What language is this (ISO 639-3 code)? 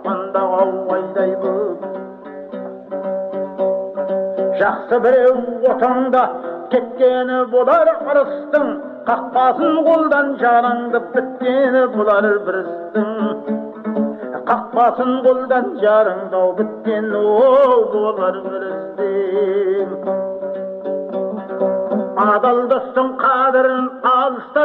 kaz